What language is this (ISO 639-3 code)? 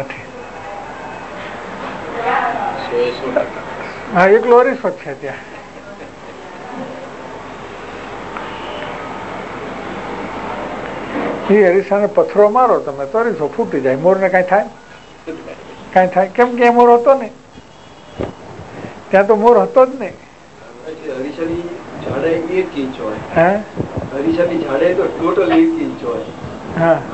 guj